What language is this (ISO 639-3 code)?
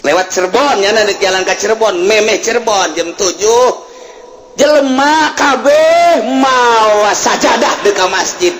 sun